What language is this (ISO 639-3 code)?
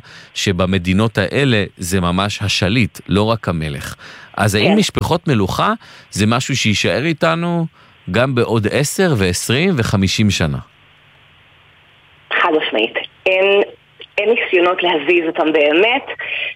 heb